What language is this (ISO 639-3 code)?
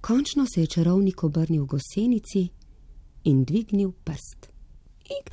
slv